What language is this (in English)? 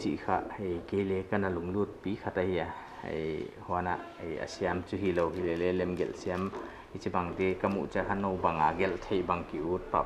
Paite Chin